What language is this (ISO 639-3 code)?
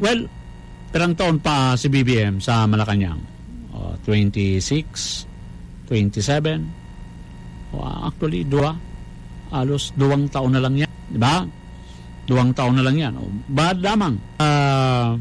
bik